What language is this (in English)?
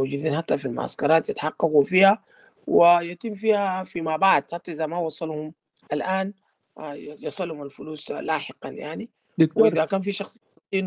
Sudanese Arabic